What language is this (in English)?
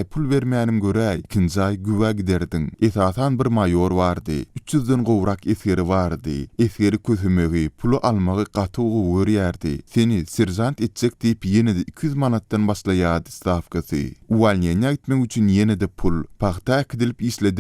Turkmen